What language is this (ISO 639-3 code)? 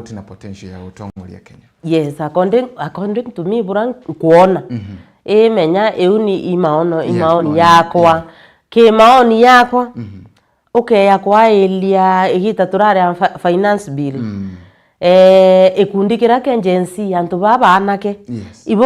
mer